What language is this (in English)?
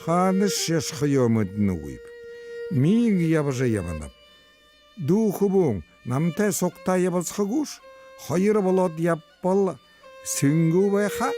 Buriat